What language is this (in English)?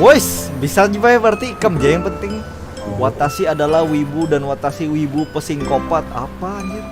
Banjar